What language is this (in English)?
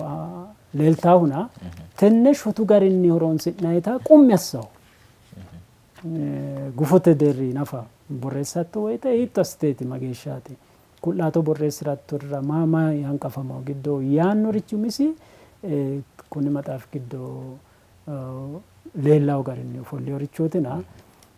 Sidamo